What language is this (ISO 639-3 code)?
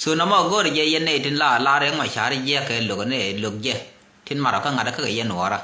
nus